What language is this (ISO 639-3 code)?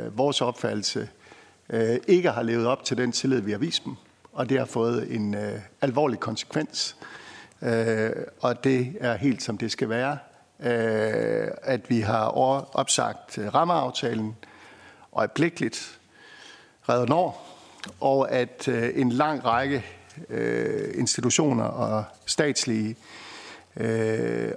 dan